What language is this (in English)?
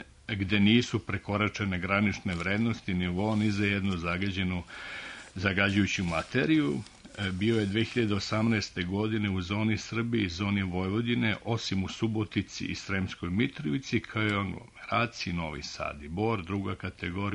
Serbian